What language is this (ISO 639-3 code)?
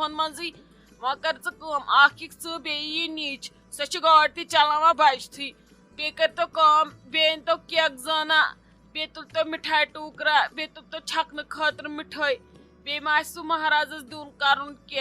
kas